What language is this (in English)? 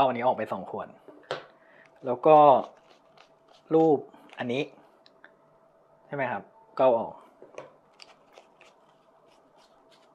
Thai